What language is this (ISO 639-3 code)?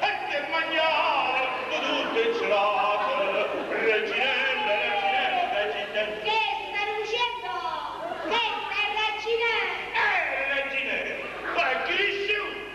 nap